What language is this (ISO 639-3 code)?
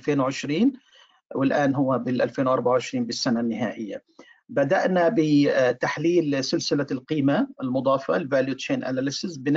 fra